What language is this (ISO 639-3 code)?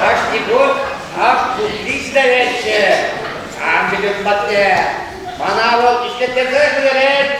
chv